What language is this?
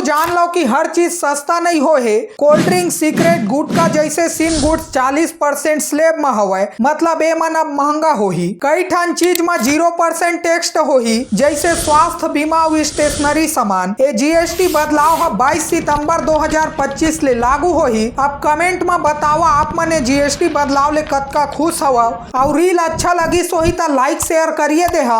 Chhattisgarhi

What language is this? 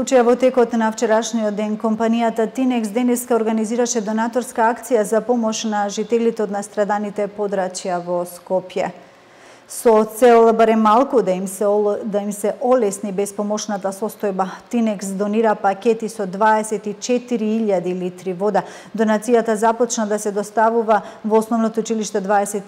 Macedonian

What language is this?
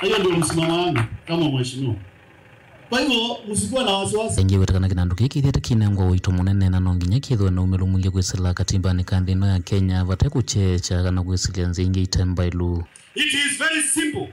Kamba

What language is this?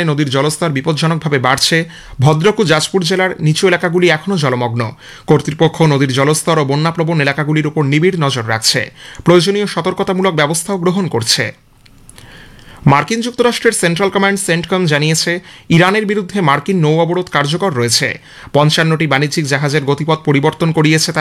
Bangla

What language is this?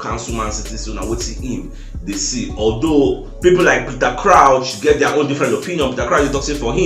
Nigerian Pidgin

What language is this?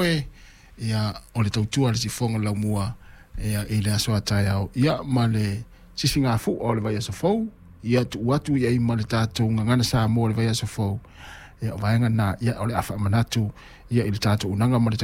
Samoan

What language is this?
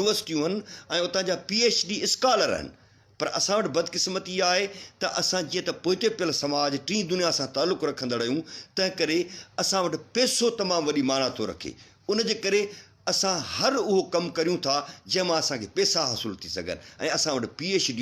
Sindhi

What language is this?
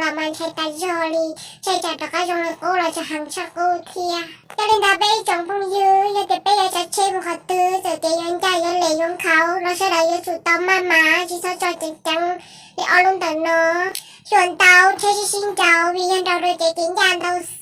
Hmong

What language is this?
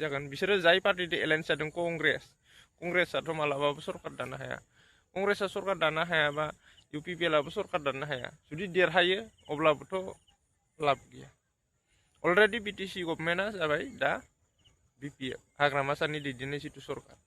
Bodo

